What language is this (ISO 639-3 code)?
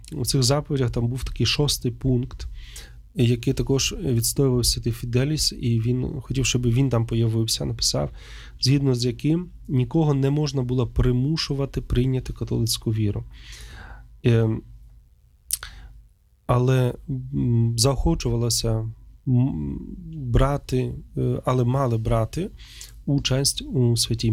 ukr